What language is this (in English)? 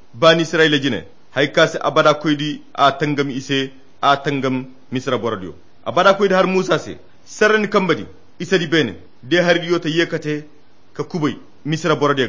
Koyra Chiini